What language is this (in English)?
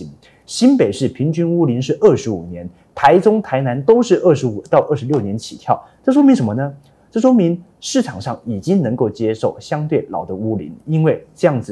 Chinese